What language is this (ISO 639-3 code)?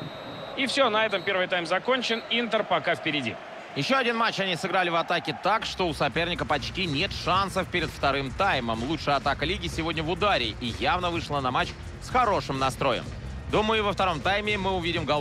rus